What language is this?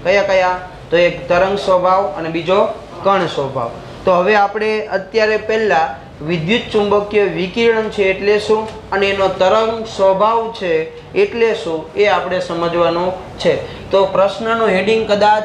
Gujarati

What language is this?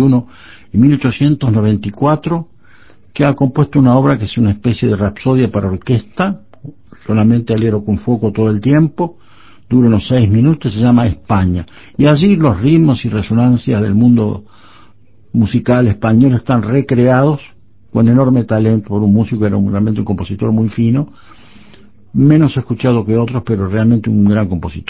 Spanish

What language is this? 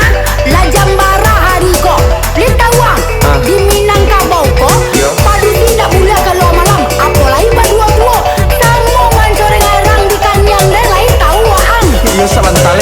Minangkabau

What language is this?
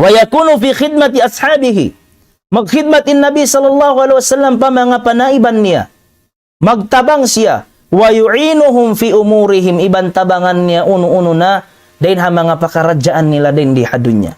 Tausug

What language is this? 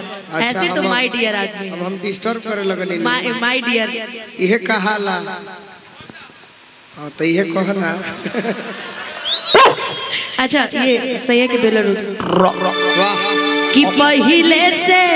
Bhojpuri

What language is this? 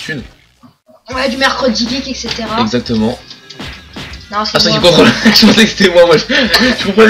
French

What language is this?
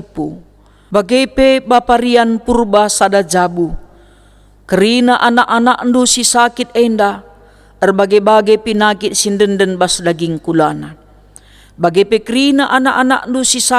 Batak Karo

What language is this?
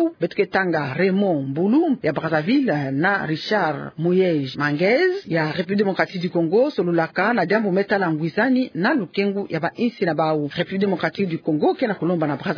Kituba (Democratic Republic of Congo)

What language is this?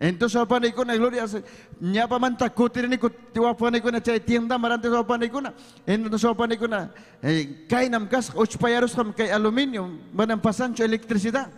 Ayacucho Quechua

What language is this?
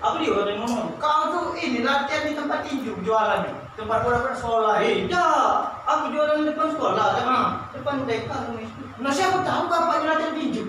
Musi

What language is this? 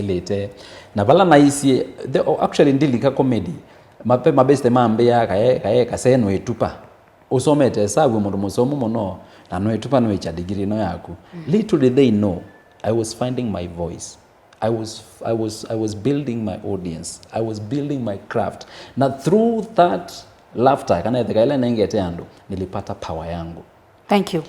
Kamba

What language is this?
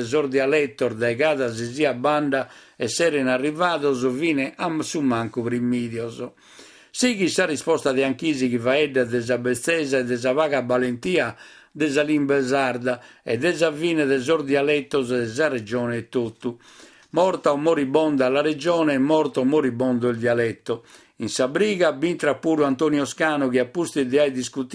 Sardinian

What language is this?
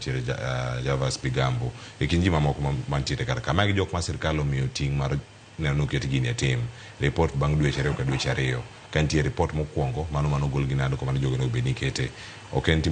Luo (Kenya and Tanzania)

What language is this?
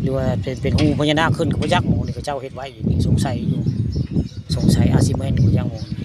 Northeastern Thai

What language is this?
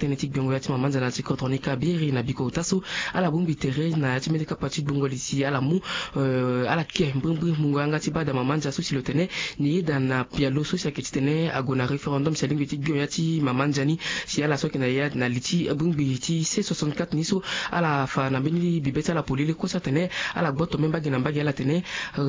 Sango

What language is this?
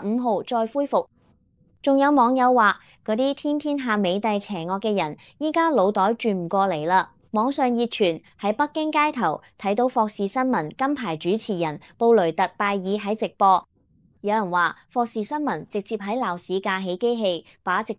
Cantonese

